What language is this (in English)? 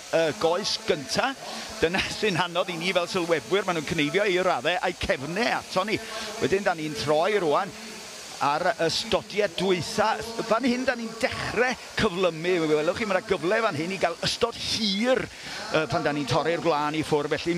Welsh